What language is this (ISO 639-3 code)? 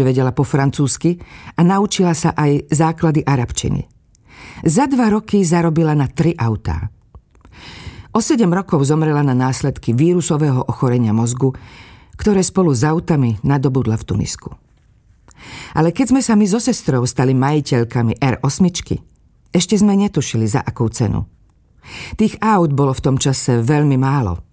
slk